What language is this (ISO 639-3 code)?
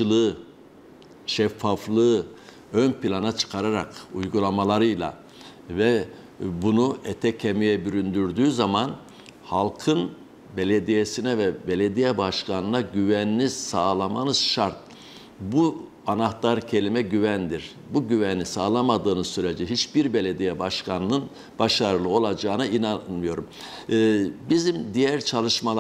tur